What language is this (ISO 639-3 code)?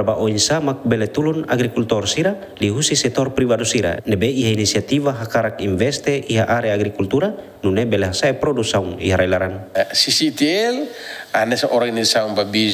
tet